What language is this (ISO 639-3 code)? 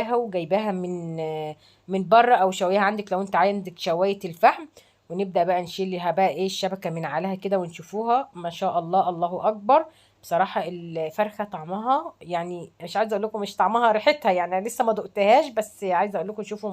arz